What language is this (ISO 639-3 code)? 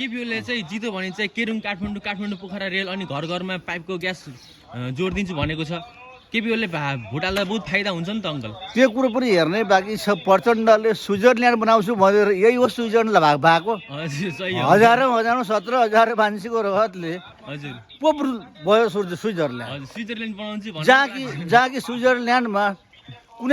nep